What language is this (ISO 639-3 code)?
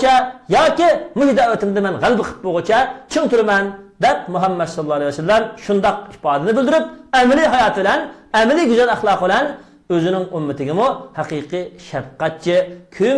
uig